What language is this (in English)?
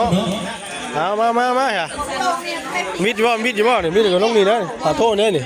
Northeastern Thai